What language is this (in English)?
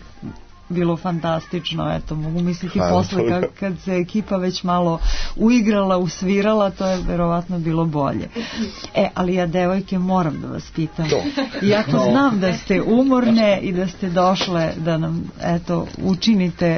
Serbian